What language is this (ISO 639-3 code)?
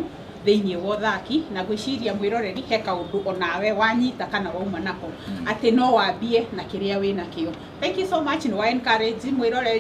kik